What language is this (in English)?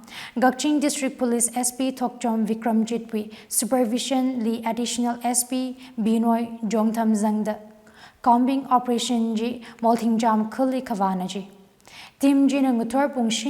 Tangkhul Naga (India)